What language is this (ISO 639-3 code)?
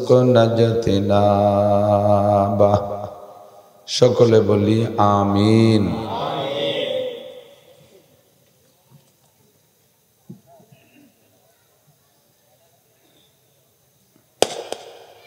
ben